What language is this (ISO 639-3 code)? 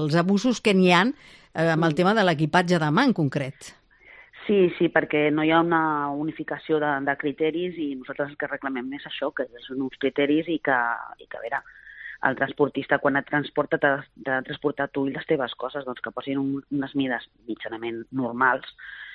cat